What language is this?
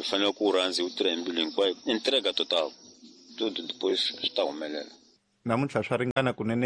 Tsonga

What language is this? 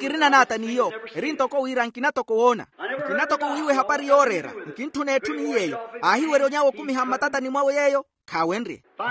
Makhuwa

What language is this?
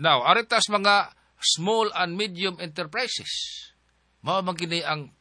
Cebuano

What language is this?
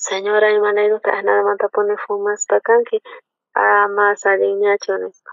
South Bolivian Quechua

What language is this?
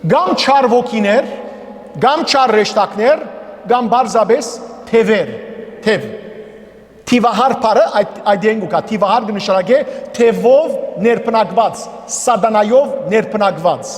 Western Armenian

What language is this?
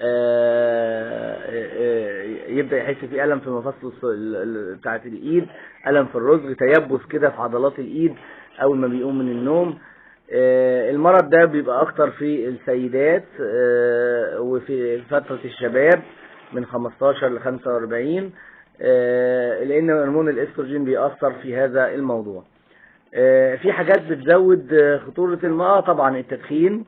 Egyptian Arabic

